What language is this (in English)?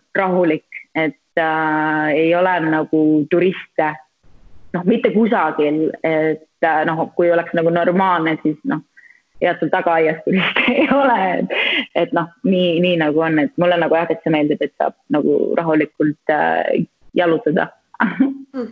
Estonian